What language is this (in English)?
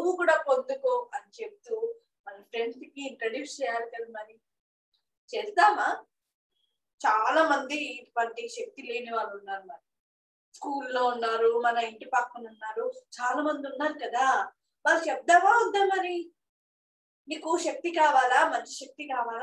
Telugu